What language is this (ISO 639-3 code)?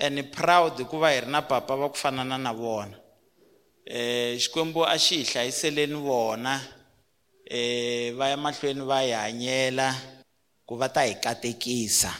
tso